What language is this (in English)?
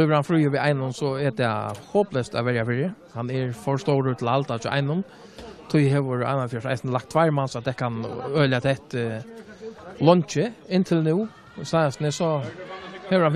Faroese